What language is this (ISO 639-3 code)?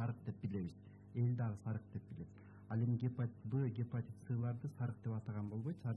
kir